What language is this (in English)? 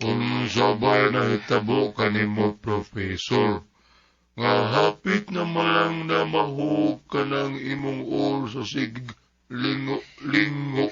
Cebuano